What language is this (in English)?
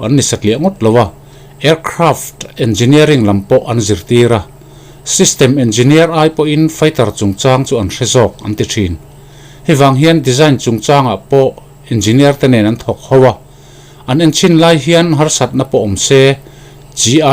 Mizo